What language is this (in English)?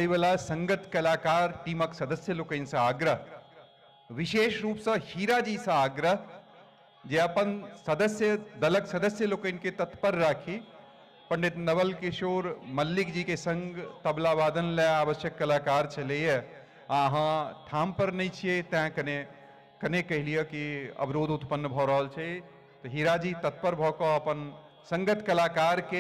Maithili